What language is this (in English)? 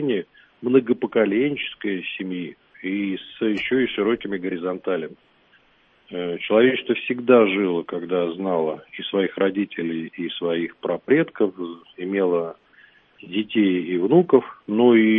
Russian